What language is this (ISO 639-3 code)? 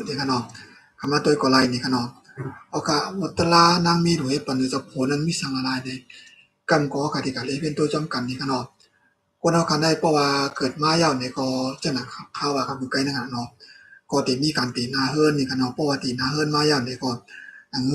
shn